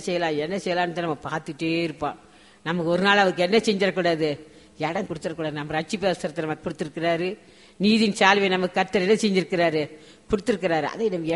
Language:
Tamil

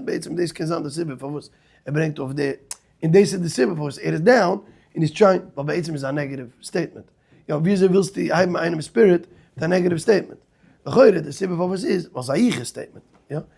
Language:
Yiddish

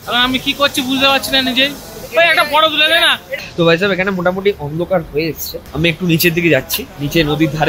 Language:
Bangla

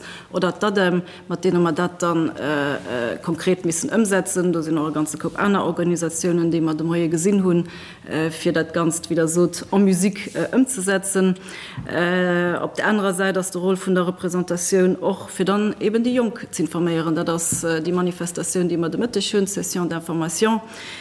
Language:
Luxembourgish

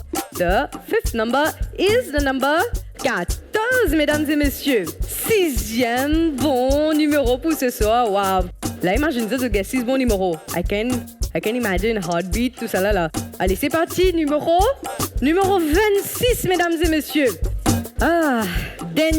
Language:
Morisyen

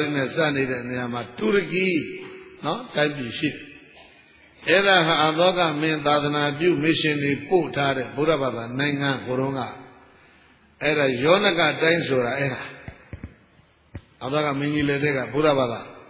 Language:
Burmese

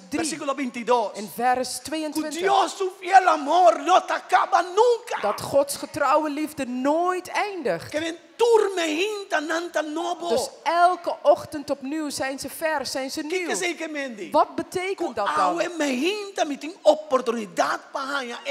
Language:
Papiamento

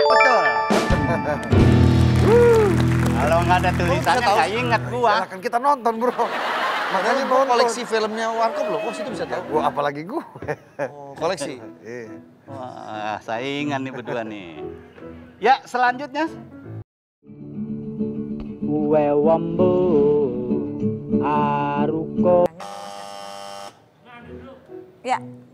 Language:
Indonesian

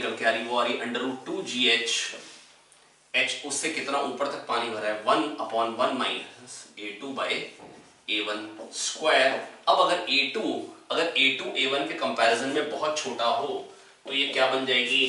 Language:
Hindi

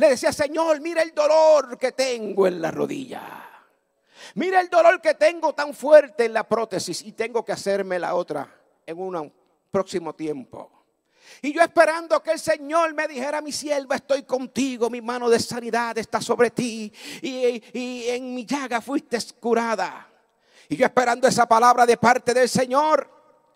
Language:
Spanish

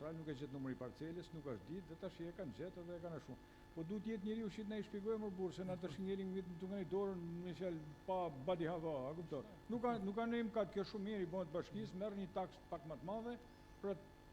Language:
Albanian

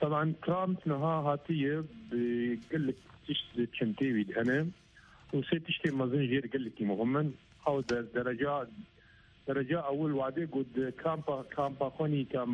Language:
Kurdish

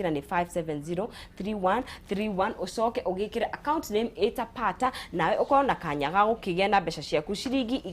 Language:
Kikuyu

